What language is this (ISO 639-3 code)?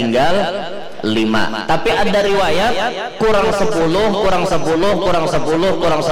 bjn